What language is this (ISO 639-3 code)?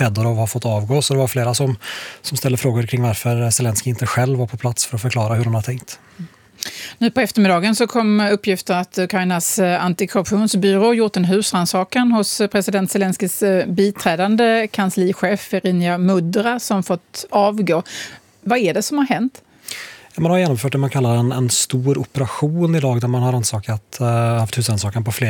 swe